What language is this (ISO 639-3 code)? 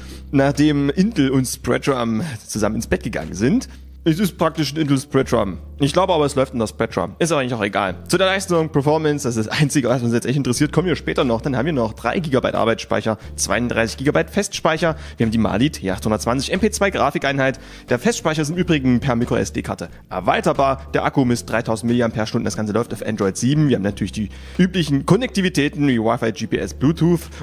deu